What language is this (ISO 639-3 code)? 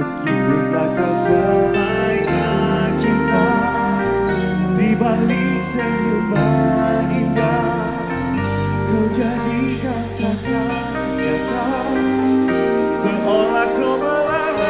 ind